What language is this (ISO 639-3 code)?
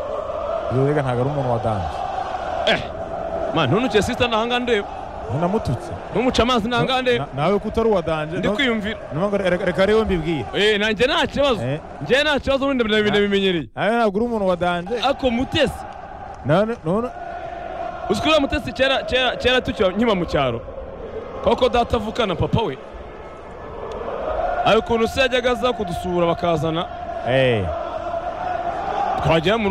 kin